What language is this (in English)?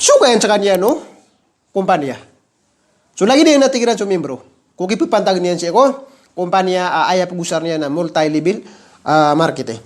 Maranao